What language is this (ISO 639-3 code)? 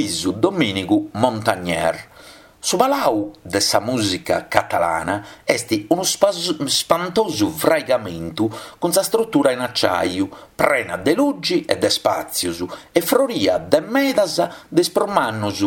srd